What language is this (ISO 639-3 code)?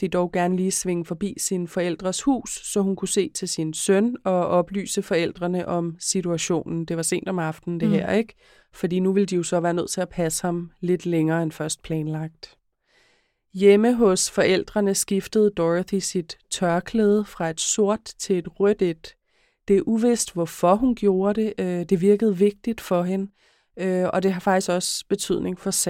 dan